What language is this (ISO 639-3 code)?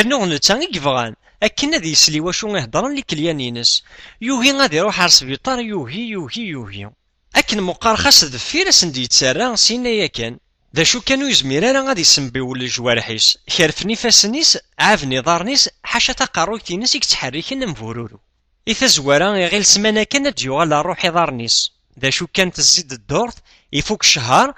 kab